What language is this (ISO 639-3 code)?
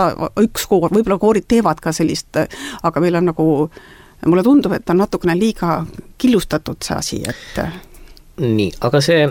est